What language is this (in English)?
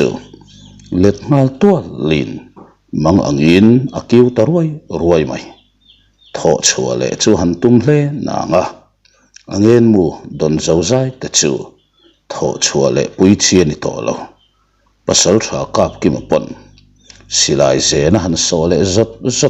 Mizo